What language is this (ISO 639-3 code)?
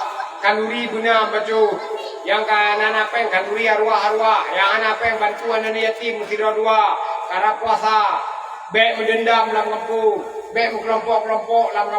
ace